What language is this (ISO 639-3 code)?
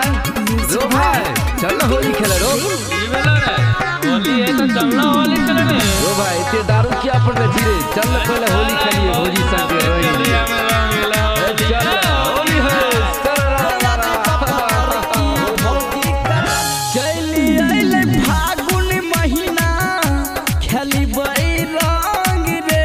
bho